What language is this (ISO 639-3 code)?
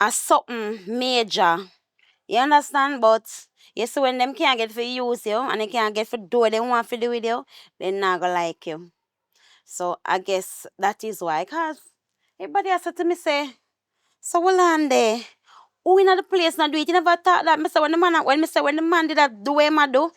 jam